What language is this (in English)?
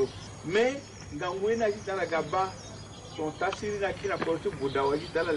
Sango